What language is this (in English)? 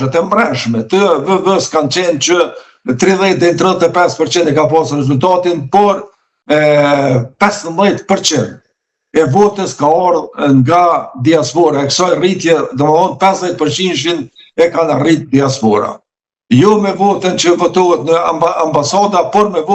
Albanian